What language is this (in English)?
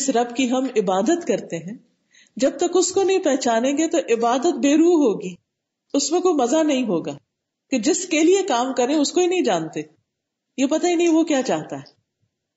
Urdu